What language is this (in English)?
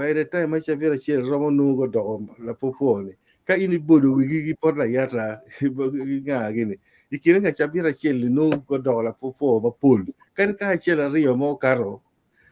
Acoli